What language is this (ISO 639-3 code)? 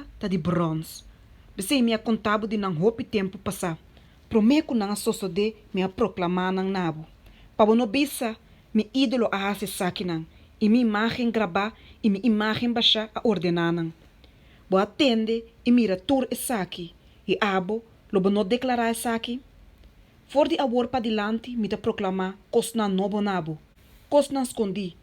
pap